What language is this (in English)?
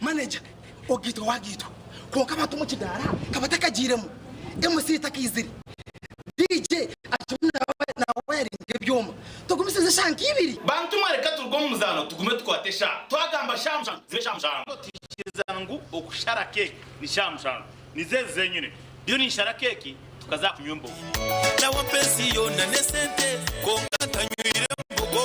Nyankole